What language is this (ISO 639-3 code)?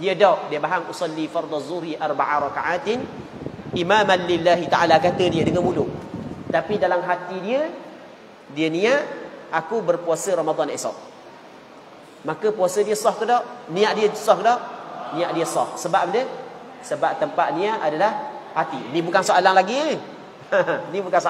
msa